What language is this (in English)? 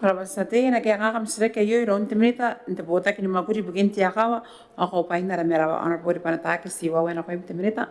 Gilbertese